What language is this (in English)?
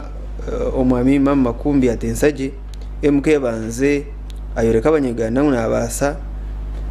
Nyankole